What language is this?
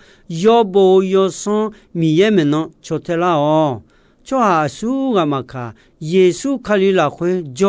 Akha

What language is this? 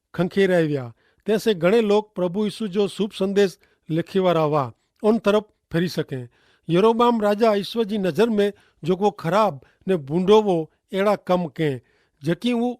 Kachhi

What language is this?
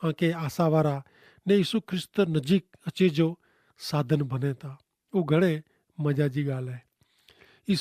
Kachhi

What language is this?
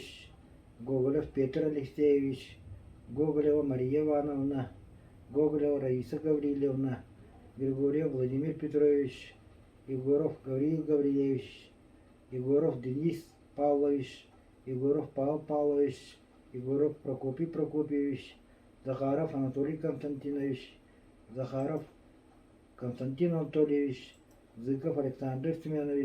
Yakut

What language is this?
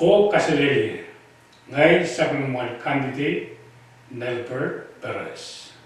Pohnpeian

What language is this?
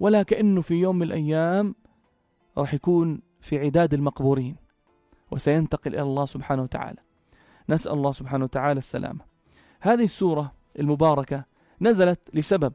North Levantine Arabic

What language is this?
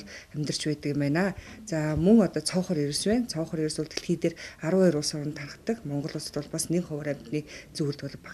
Mongolian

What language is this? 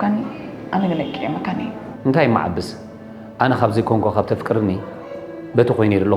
Tigrinya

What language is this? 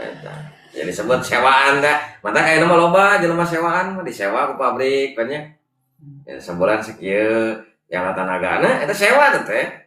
Sundanese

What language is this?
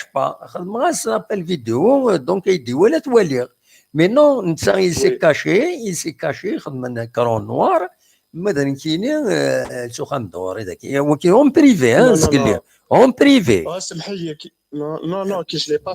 Kabyle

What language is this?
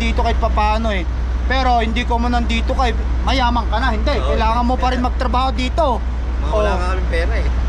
Filipino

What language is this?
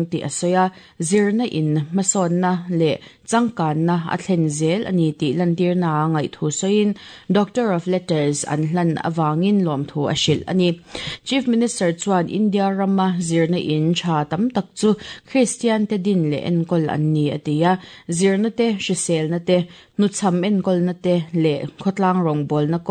Mizo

